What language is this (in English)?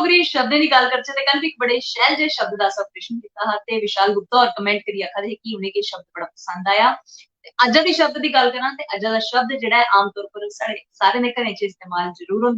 Dogri